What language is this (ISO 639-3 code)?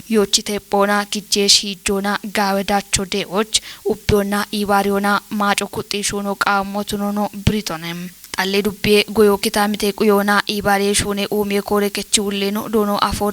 kbr